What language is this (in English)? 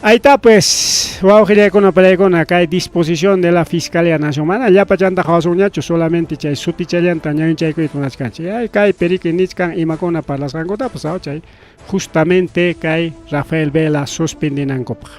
Ayacucho Quechua